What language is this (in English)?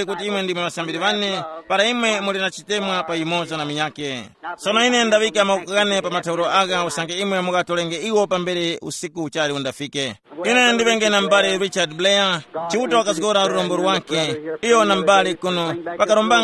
Tumbuka